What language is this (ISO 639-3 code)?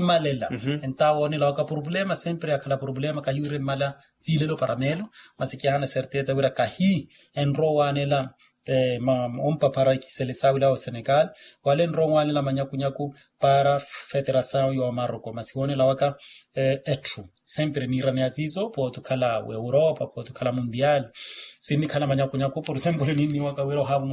vmw